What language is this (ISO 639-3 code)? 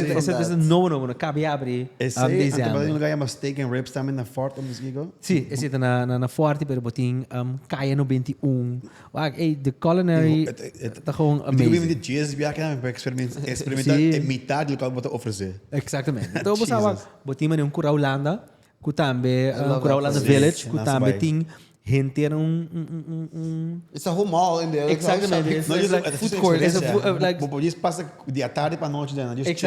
pap